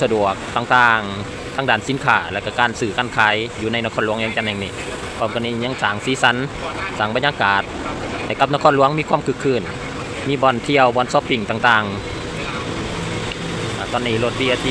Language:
Lao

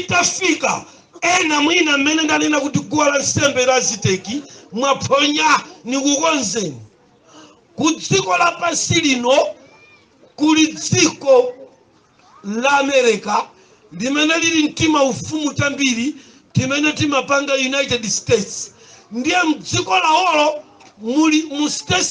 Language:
Nyanja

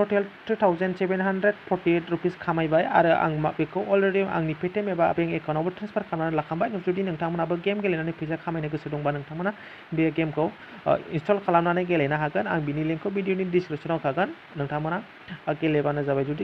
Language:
Bodo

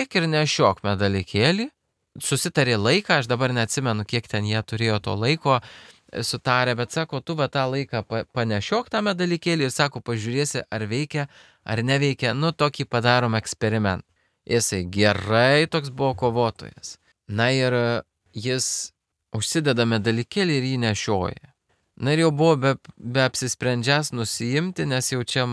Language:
Lithuanian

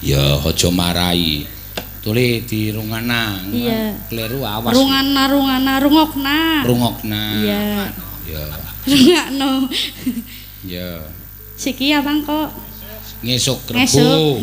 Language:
Javanese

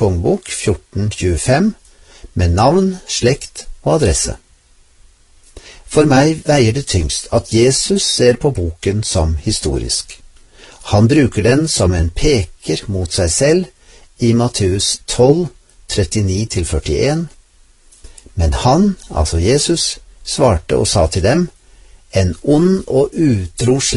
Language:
Norwegian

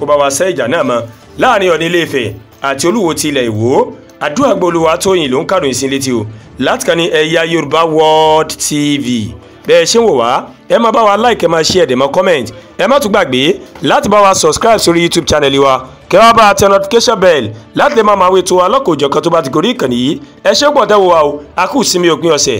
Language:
Yoruba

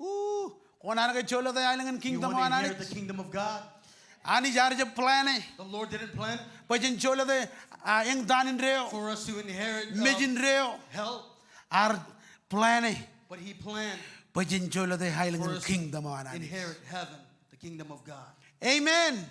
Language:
Marshallese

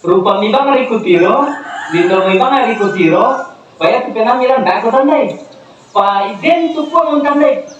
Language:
Toraja-Sa'dan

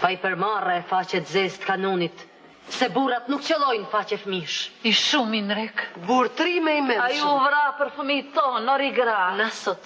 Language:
Albanian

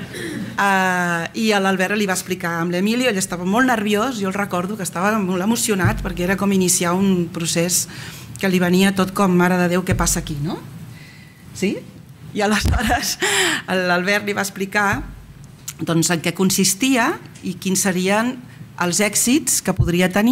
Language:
Catalan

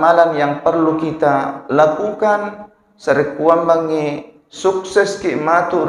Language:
Buginese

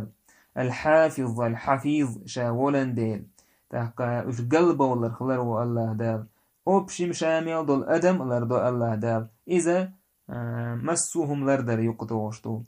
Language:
Chechen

